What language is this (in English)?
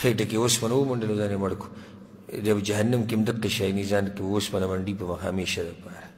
Pashto